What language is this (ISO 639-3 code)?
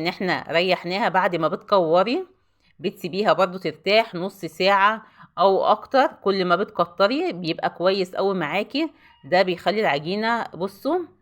arz